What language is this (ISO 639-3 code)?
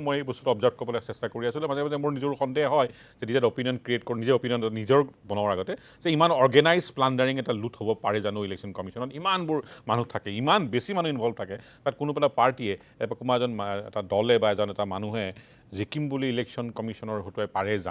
asm